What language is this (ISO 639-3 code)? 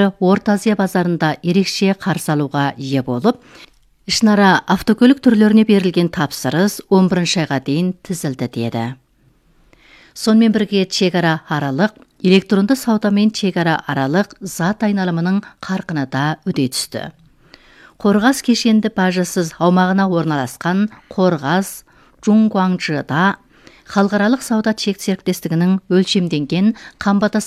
kaz